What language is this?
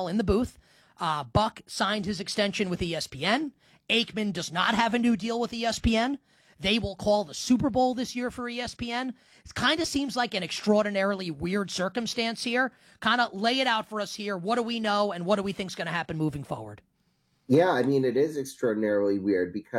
English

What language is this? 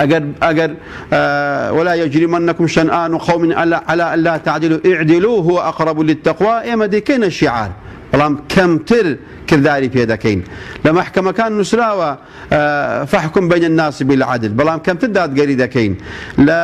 Central Kurdish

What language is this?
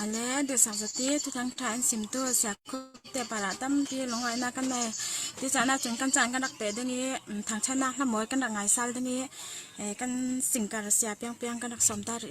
Falam Chin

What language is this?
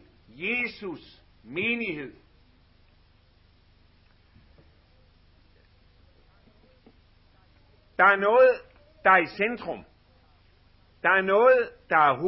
Danish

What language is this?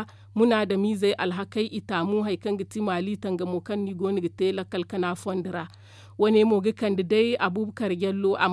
Zarma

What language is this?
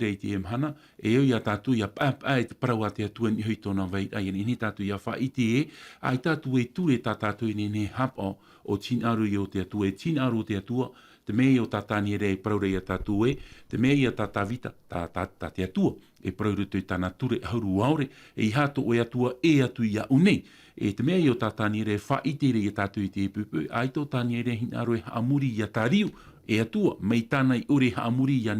Tahitian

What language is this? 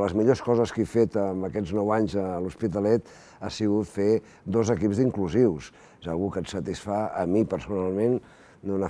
Catalan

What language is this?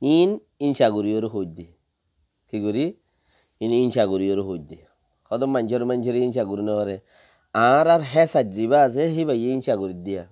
Rohingya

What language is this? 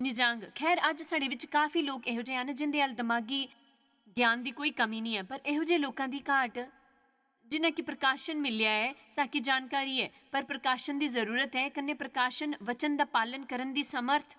Dogri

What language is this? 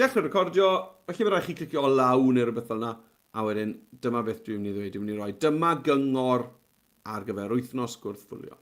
Welsh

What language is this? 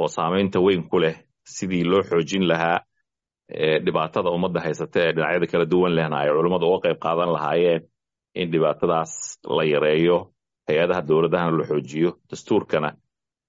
Somali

